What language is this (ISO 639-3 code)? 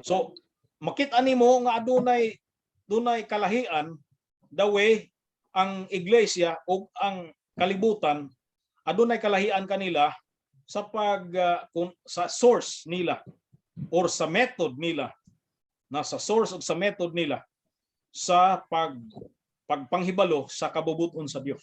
ceb